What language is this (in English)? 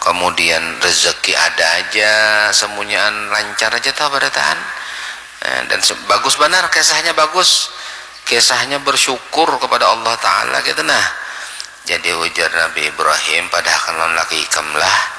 Banjar